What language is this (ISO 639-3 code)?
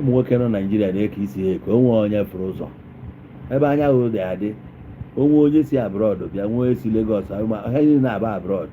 ibo